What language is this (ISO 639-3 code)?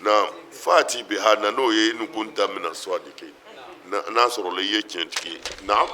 bam